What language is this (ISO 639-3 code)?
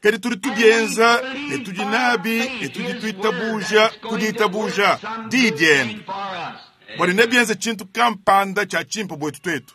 lua